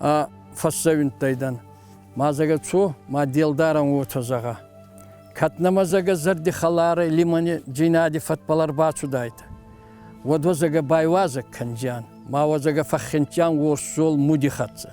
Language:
Ossetic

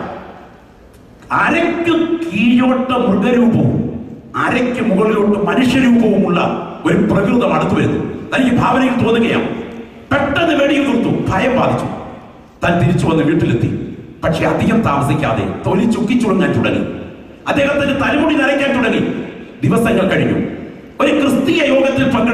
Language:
Malayalam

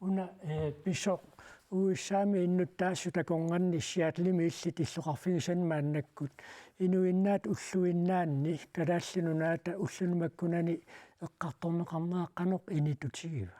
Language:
Kalaallisut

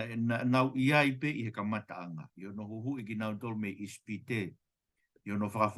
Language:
Tongan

